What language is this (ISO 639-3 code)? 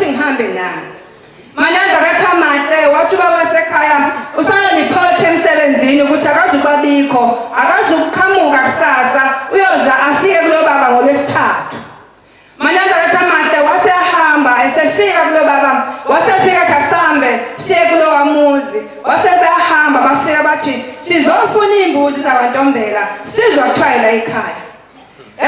zul